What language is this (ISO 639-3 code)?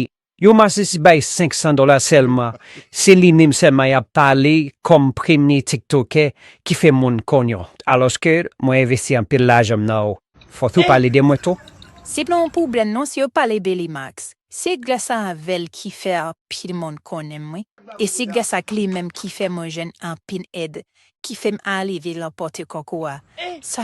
hat